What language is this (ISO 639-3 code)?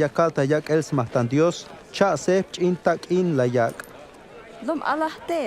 tzh